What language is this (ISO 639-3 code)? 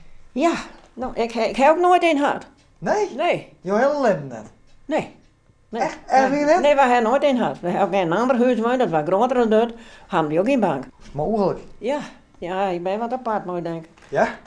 fry